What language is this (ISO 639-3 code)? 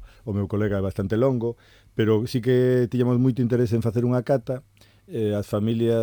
glg